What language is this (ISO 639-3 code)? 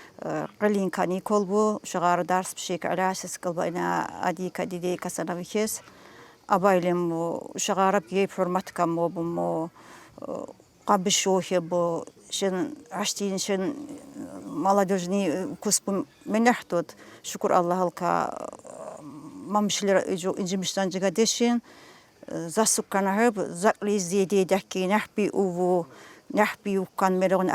tkr